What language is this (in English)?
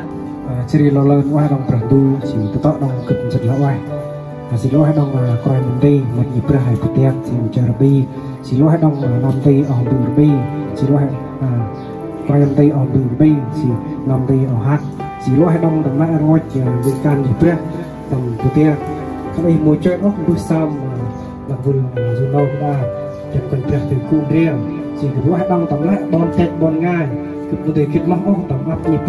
Central Mnong